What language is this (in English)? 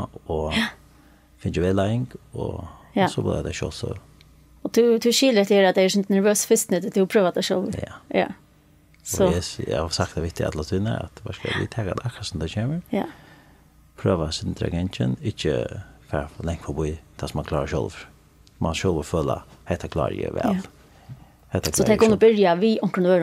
Faroese